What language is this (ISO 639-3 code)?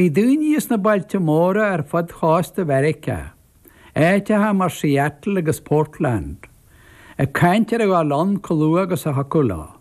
gle